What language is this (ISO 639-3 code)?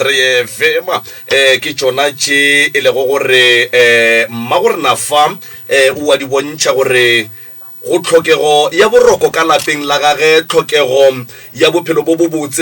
nso